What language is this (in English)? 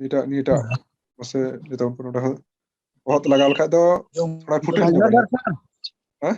Santali